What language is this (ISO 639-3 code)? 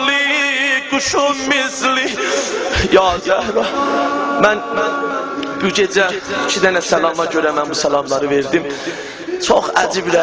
azb